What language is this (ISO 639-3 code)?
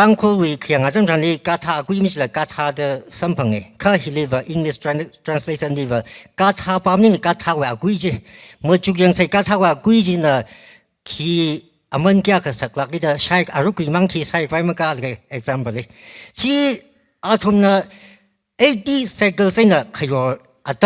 nmf